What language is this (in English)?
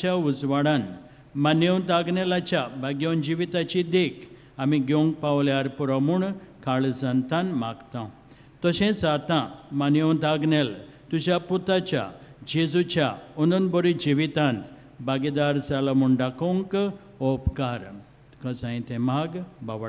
Konkani